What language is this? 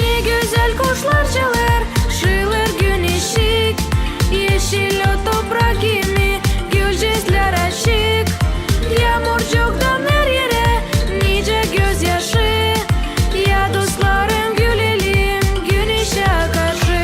Gagauz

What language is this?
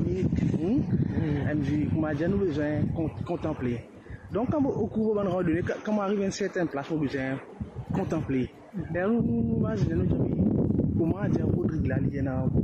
Morisyen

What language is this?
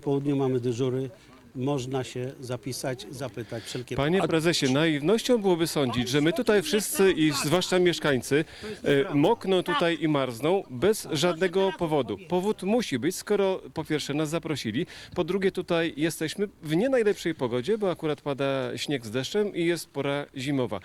Polish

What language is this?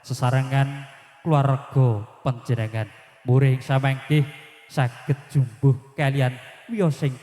Javanese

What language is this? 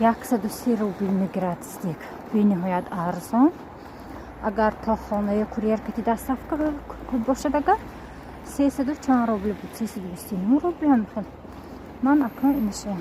Tajik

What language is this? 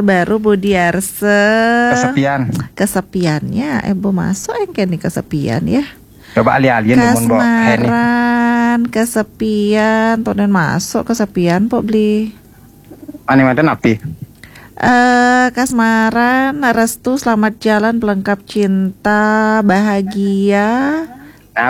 Balinese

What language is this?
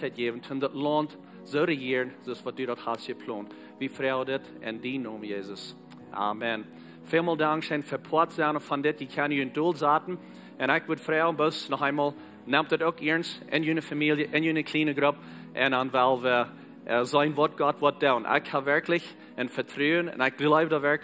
Plautdietsch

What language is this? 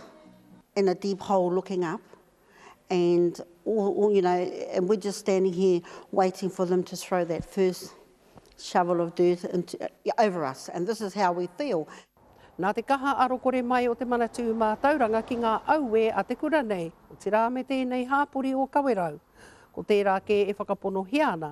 Māori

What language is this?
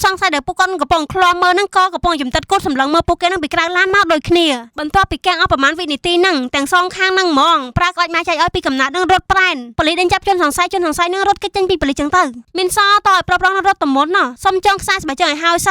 Khmer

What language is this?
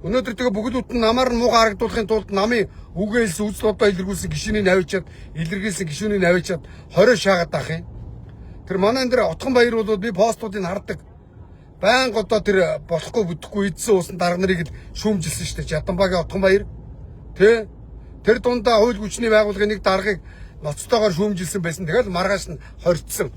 Mongolian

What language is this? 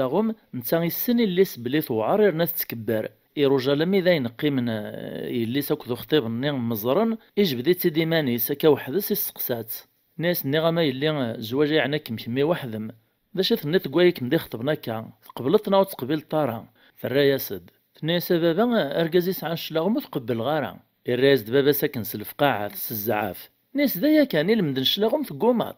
Kabyle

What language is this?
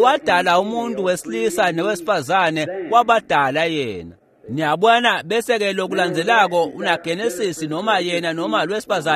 Swati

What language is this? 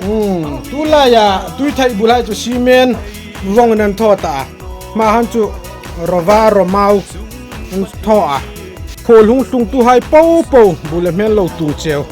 Hmar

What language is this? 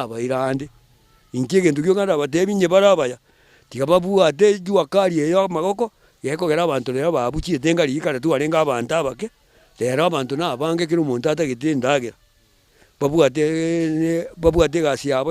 Gusii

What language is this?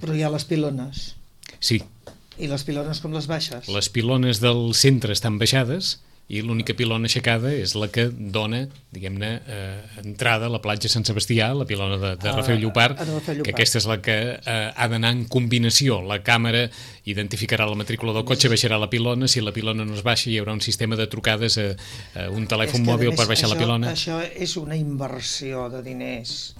Catalan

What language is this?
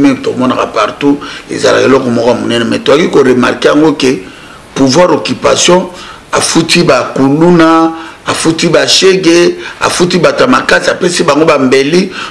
Lingala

